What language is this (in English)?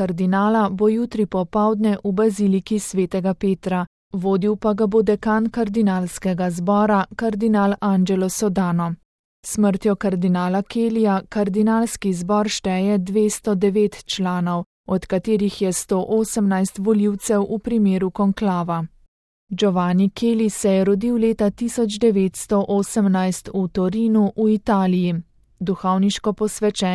Slovenian